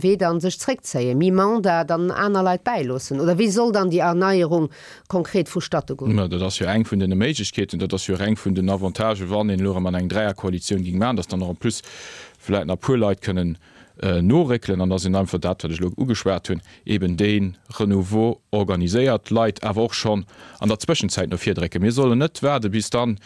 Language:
Luxembourgish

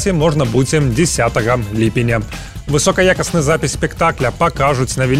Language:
Belarusian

